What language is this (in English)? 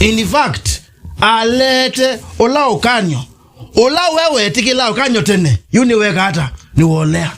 Kamba